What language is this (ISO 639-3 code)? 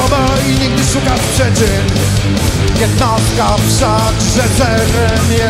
pol